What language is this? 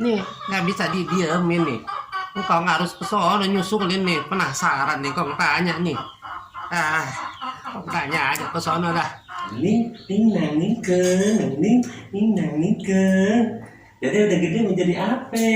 Betawi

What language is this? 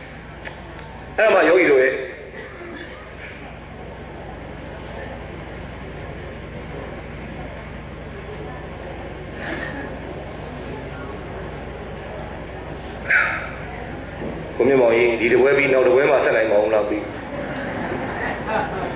Burmese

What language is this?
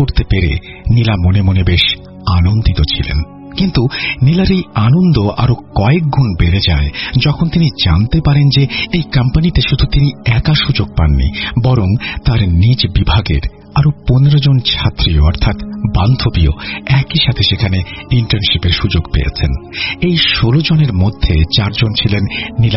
Bangla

